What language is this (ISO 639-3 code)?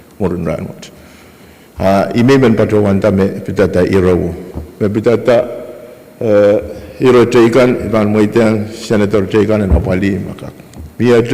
pon